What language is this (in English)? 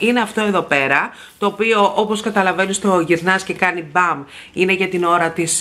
Greek